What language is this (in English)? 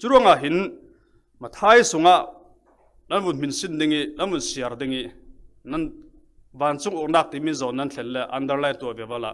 Falam Chin